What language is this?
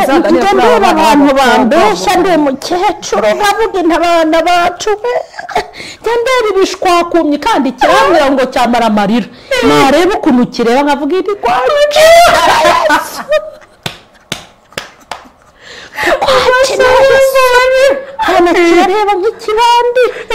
Kinyarwanda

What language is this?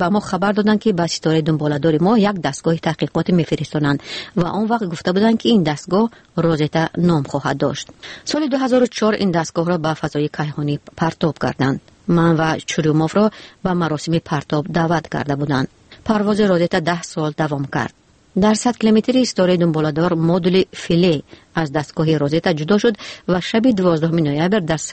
Tajik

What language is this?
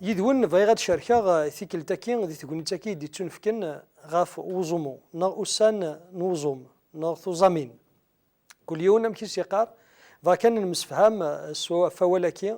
Kabyle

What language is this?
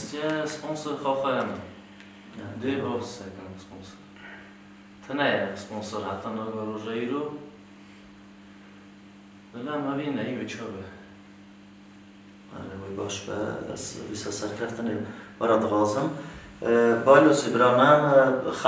Kurdish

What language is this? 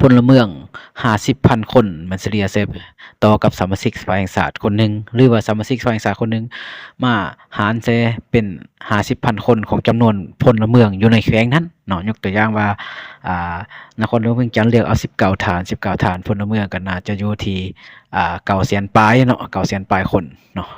Lao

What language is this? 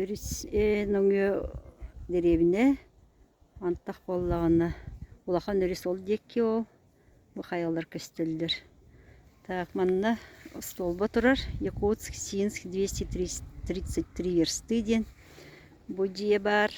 Yakut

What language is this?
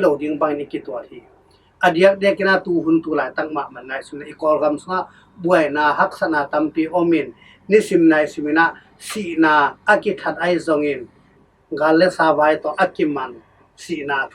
Tedim Chin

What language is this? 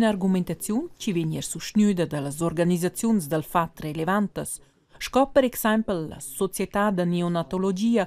Romansh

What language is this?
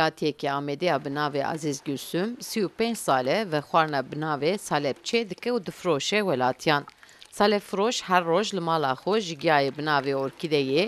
Kurdish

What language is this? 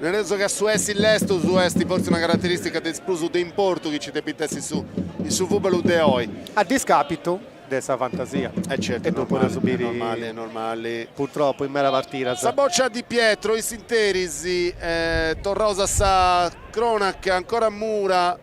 Sardinian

